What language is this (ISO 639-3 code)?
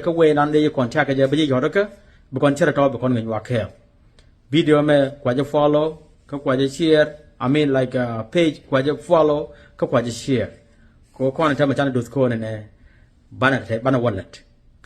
nus